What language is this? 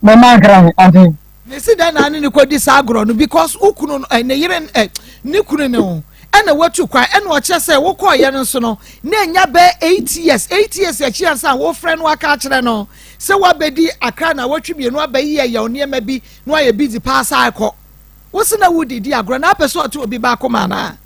Akan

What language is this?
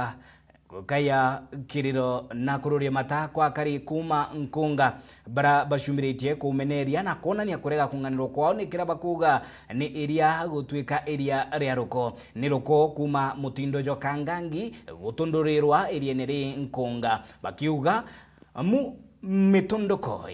Meru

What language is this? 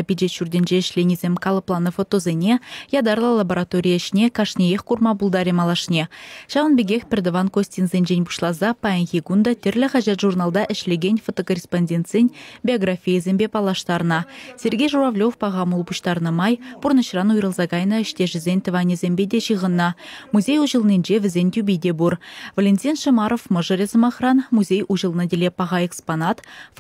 Chuvash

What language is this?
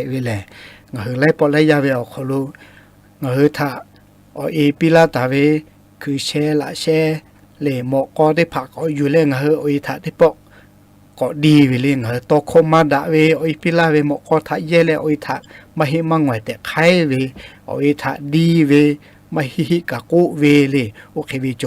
Lahu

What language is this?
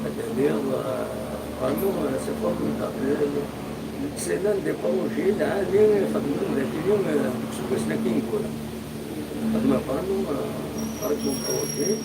Kabyle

